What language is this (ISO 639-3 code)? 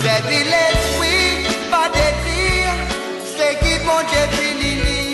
mfe